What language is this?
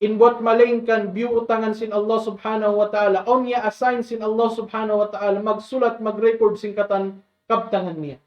Tausug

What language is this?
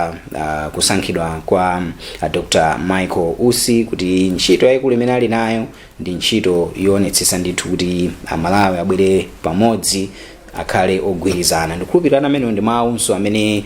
Nyanja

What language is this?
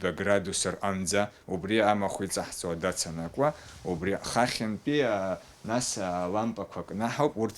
Abkhazian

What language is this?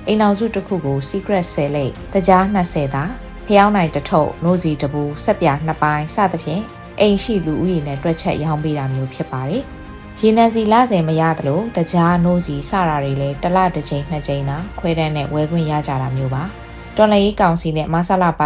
Burmese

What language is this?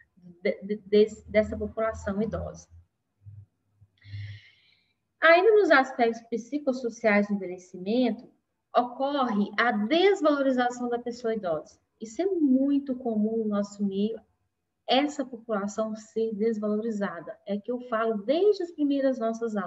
Portuguese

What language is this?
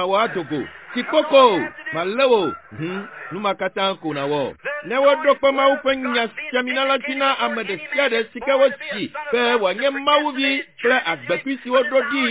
Ewe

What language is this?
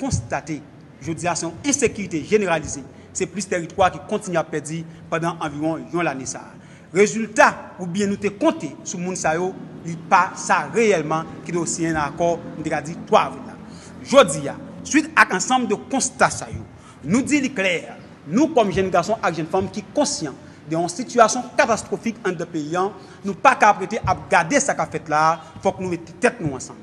Haitian Creole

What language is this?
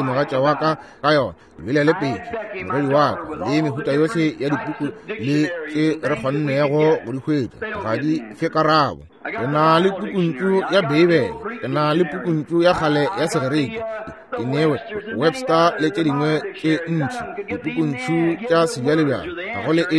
Northern Sotho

